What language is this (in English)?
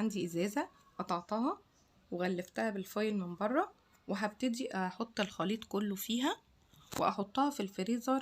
Egyptian Arabic